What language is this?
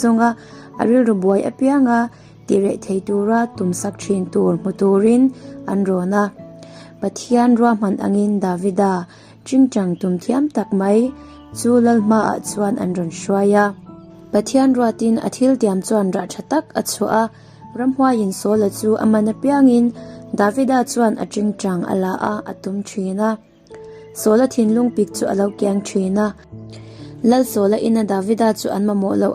Mizo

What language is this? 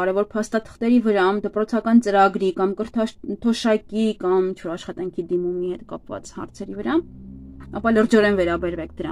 Armenian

